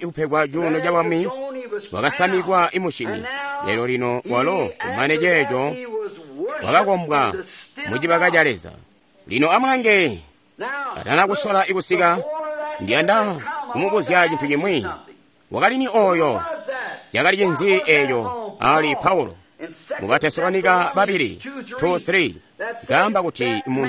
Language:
Tonga (Zambia)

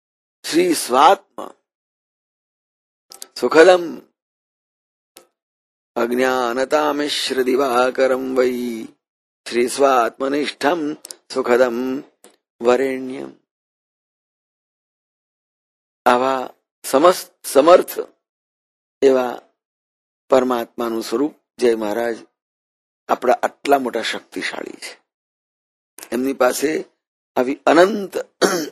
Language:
Gujarati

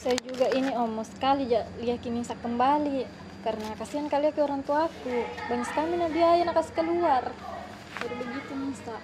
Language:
Makassar Malay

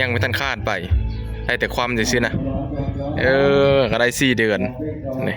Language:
Northeastern Thai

